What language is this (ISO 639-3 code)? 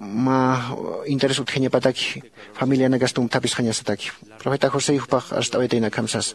aym